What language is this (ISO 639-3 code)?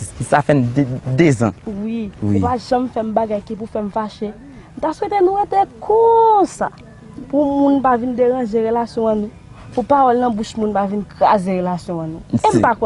hat